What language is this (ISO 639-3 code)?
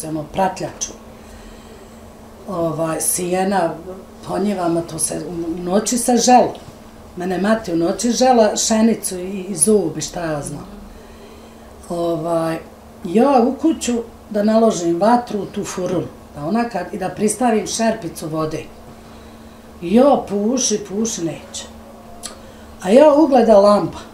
bos